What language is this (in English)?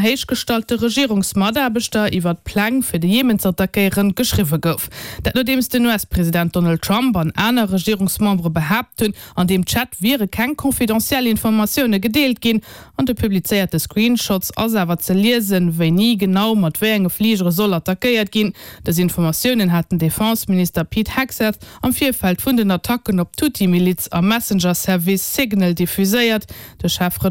Luxembourgish